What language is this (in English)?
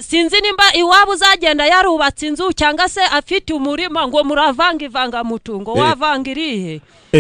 Kinyarwanda